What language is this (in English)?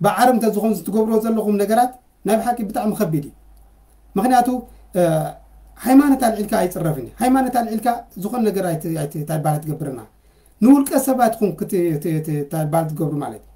Tigrinya